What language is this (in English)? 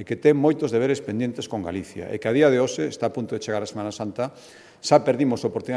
Galician